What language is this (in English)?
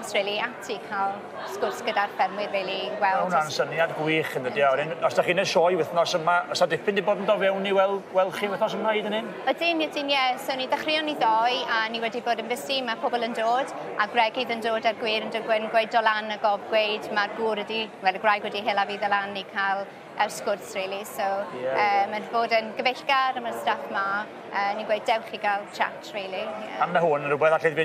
Welsh